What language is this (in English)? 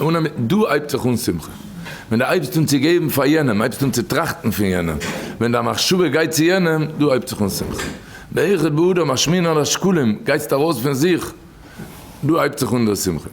Yiddish